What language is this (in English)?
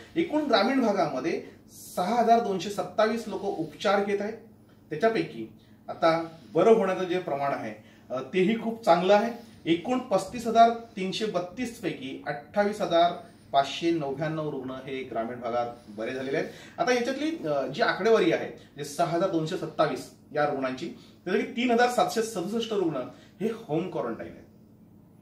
Marathi